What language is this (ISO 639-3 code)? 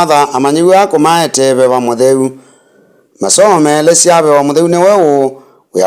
kam